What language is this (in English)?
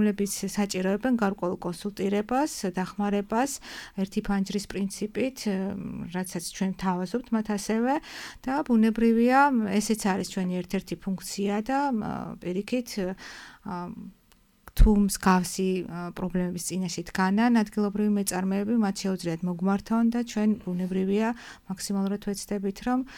Georgian